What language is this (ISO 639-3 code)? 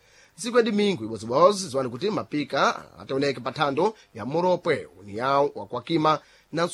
seh